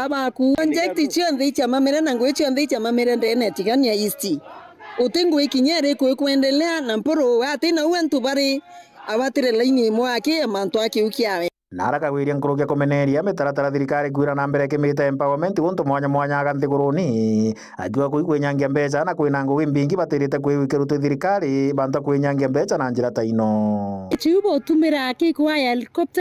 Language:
Meru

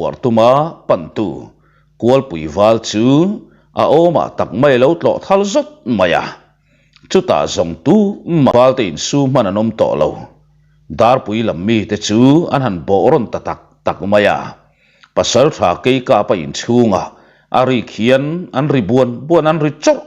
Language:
Mizo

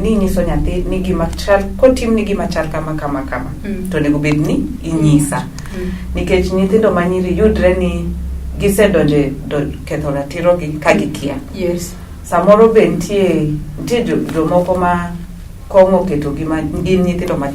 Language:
Luo (Kenya and Tanzania)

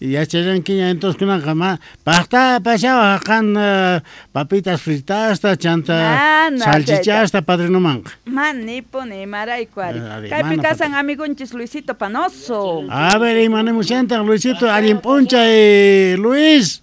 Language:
South Bolivian Quechua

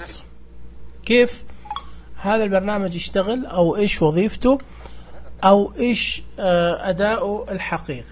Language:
Najdi Arabic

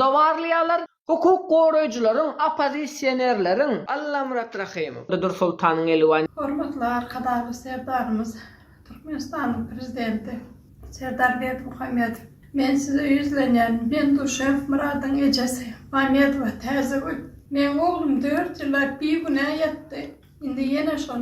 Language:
Turkmen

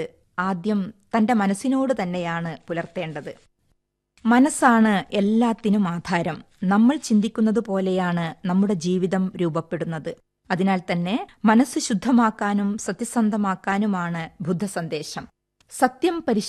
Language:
Malayalam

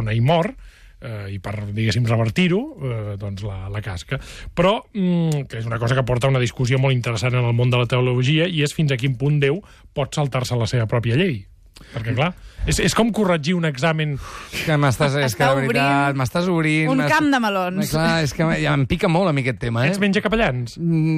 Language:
Catalan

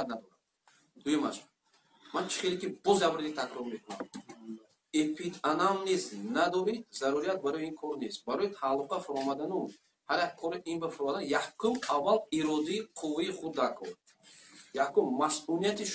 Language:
Tajik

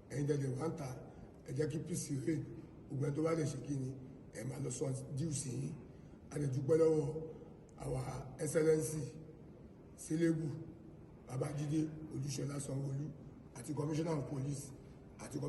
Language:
Yoruba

